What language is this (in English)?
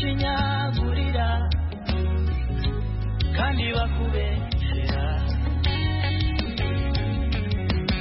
Kinyarwanda